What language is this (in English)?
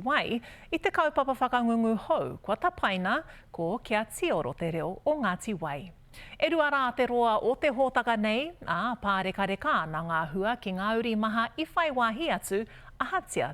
Māori